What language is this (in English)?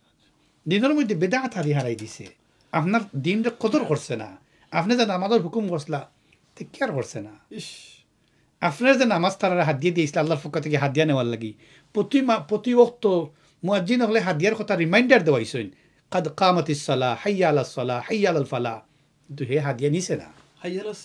Sylheti